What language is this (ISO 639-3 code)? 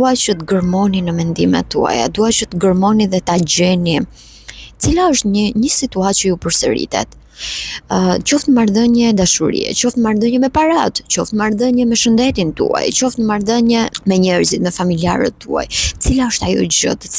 sqi